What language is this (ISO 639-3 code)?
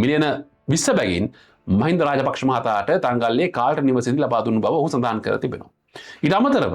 sin